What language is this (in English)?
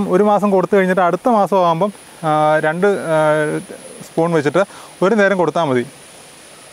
Malayalam